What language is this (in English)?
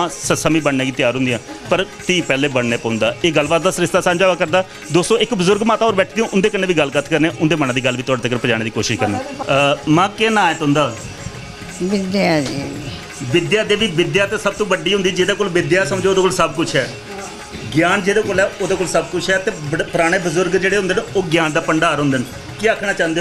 Dogri